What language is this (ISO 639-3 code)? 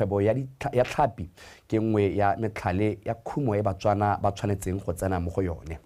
tsn